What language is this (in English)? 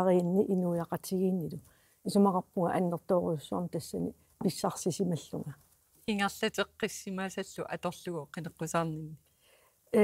Kalaallisut